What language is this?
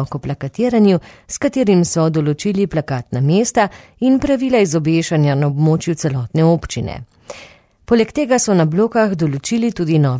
Slovenian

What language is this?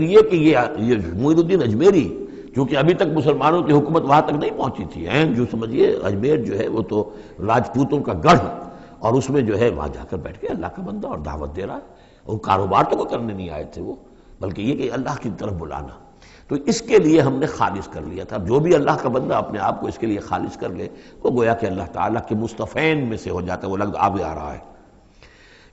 Urdu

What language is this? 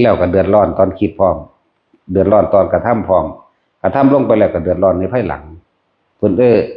Northeastern Thai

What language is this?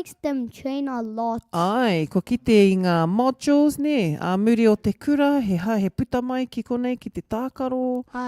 Māori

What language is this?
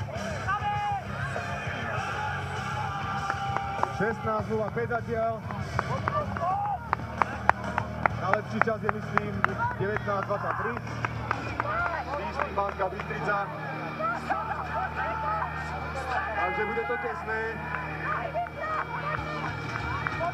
Slovak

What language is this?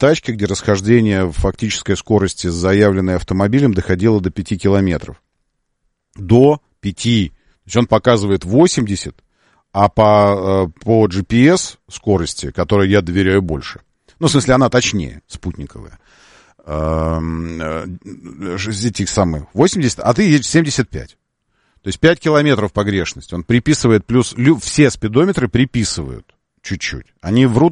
Russian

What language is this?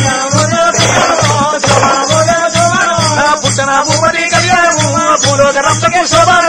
Telugu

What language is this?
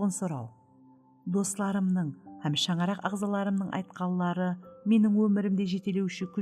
Kara-Kalpak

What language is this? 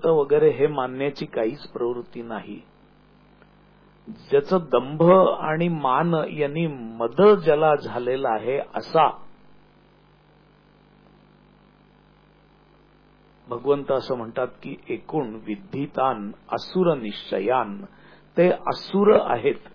Marathi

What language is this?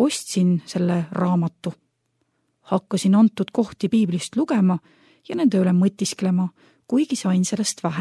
Estonian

